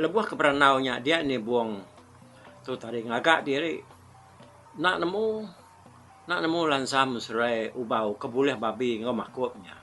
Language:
Iban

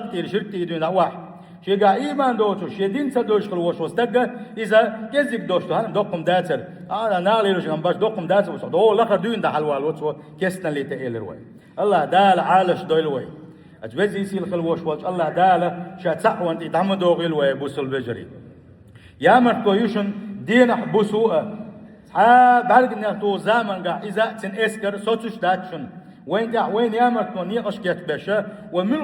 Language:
Chechen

